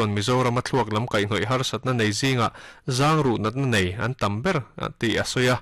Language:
Mizo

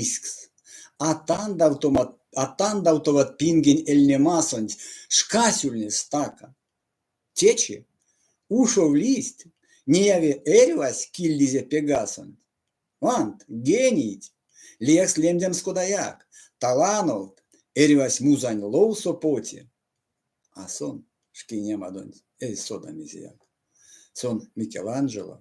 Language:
Erzya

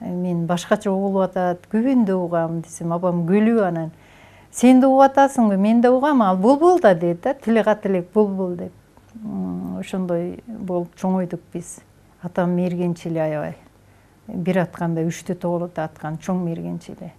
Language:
Kyrgyz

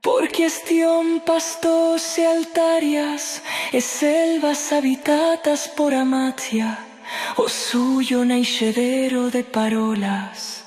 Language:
Aragonese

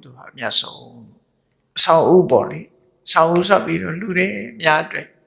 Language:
Burmese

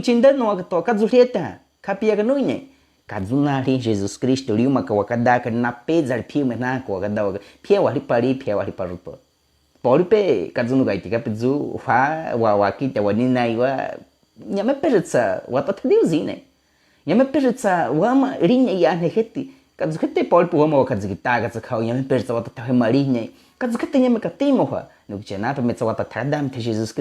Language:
Baniwa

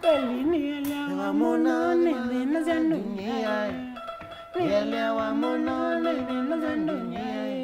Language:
Kamba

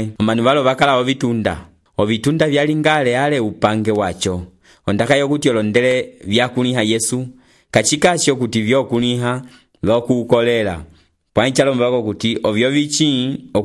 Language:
Umbundu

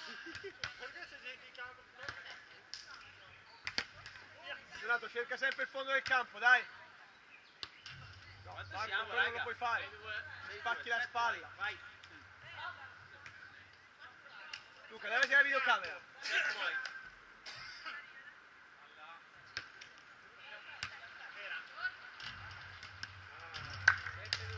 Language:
Italian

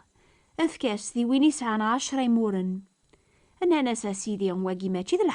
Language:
Kabyle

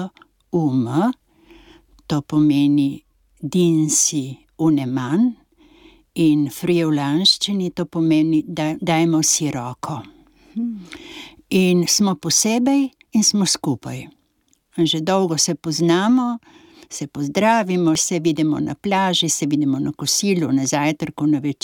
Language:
Slovenian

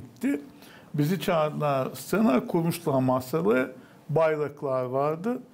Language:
Gagauz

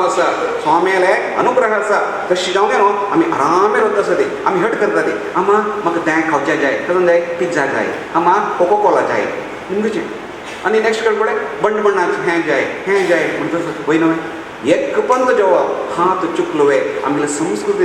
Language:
Konkani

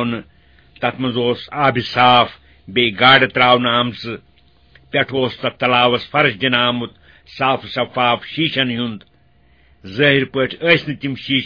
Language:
Kashmiri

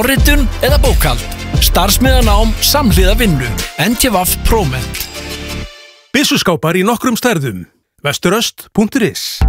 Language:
Icelandic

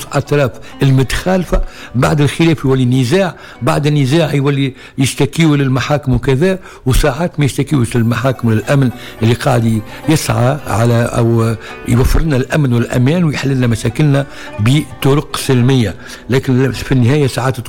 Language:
Tunisian Arabic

